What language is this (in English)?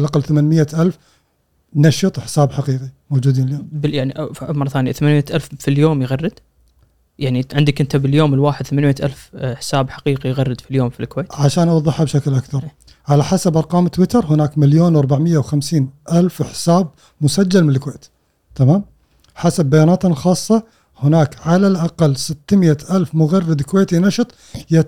Gulf Arabic